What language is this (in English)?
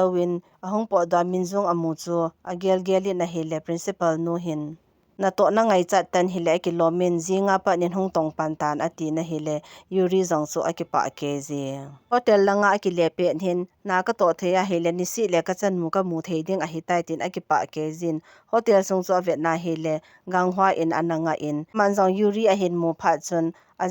Thado Chin